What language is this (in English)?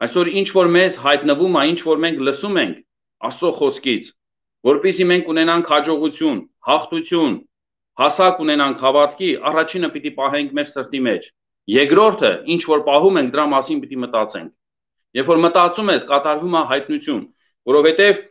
Armenian